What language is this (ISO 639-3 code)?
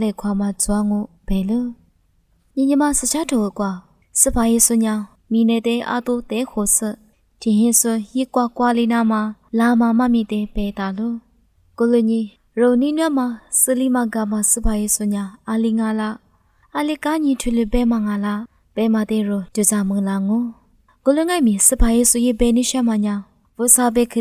lis